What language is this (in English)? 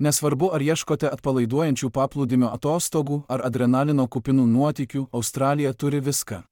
Lithuanian